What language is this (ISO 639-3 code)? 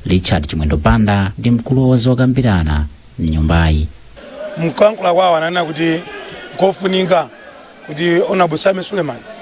nya